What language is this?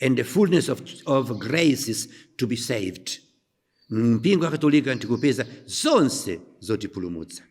Nyanja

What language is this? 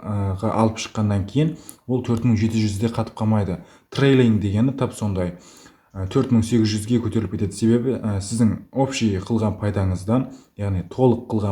Kara-Kalpak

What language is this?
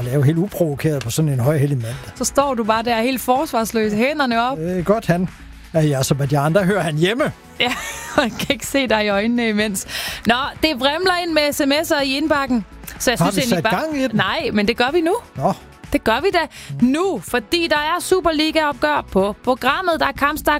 Danish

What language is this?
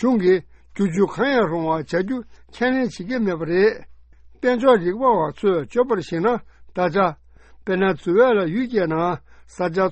Tibetan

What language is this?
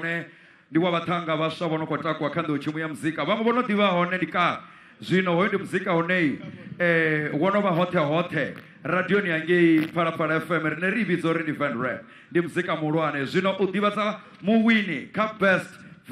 Venda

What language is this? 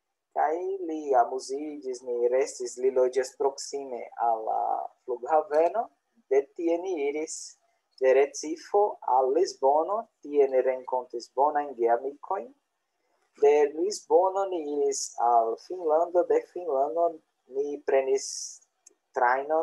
Esperanto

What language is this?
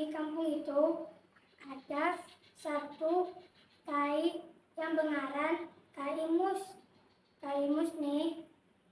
Banjar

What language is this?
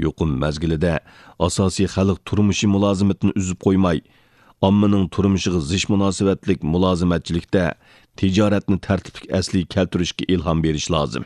Uyghur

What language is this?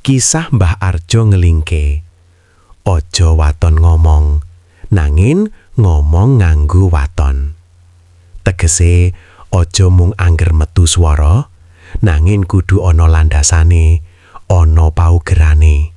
Javanese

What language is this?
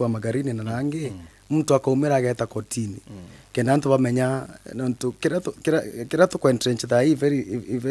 Meru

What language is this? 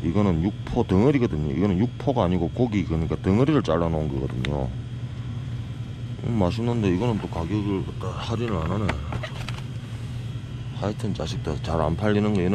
Korean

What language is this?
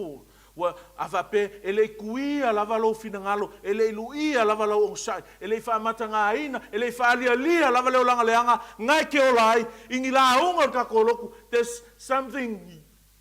Samoan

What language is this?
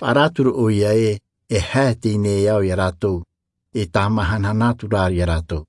Tahitian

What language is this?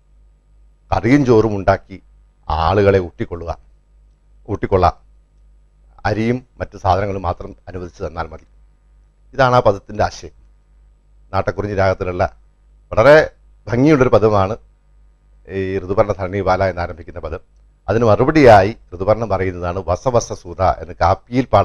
Malayalam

